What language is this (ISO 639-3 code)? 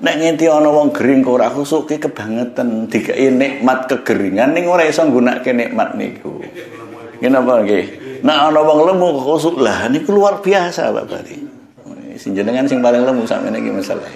jav